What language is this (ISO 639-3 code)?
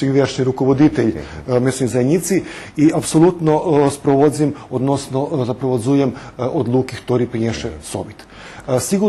rue